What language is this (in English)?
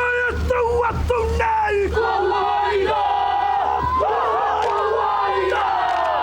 Māori